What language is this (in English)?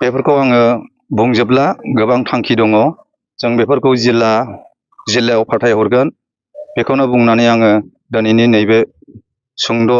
Bodo